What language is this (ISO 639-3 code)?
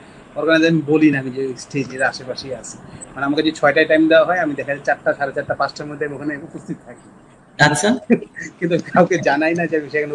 ben